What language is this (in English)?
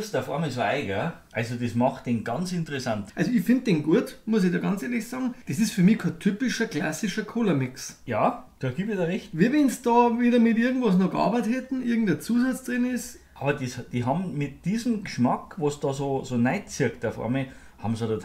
Bavarian